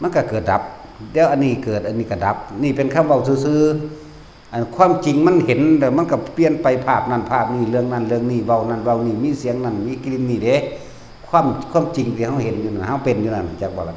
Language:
Northeastern Thai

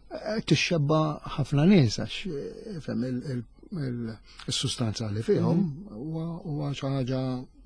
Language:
Maltese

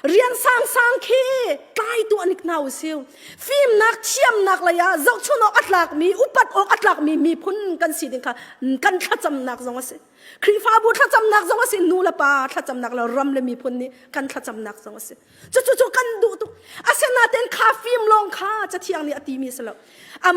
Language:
Hakha Chin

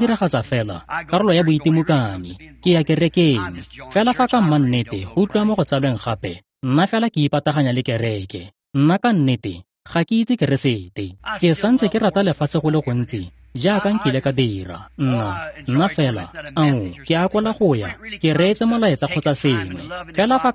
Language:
Tswana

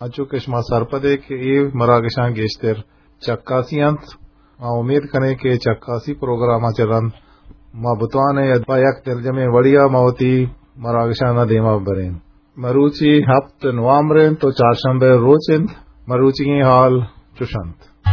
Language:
Eastern Balochi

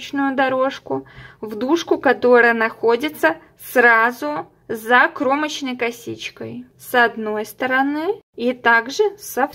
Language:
Russian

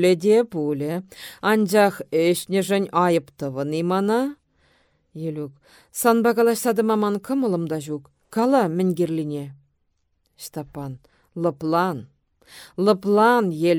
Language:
Chuvash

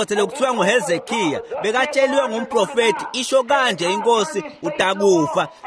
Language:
Swati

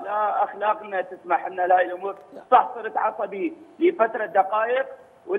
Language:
Mesopotamian Arabic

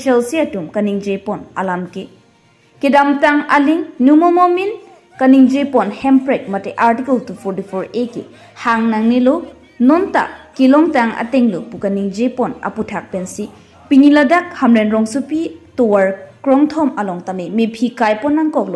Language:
Karbi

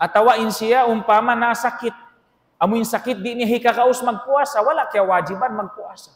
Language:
Tausug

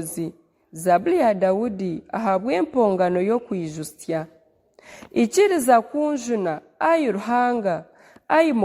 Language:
Nyankole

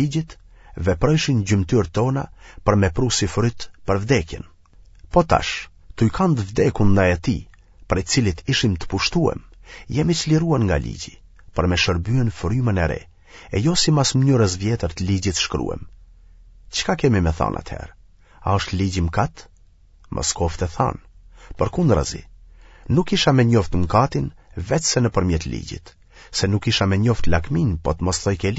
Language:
Albanian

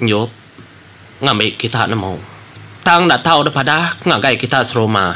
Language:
Iban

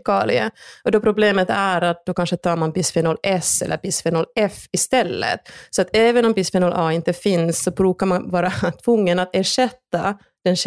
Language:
Swedish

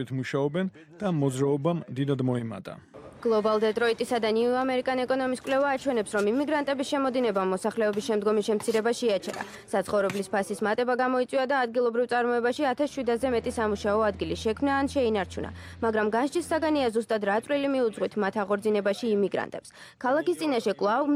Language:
Georgian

